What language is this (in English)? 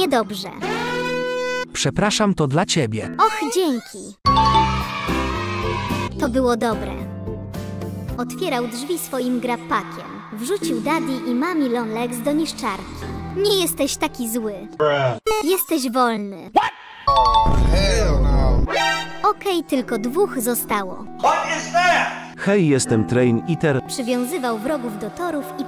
Polish